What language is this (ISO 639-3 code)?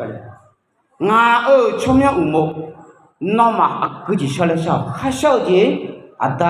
ahk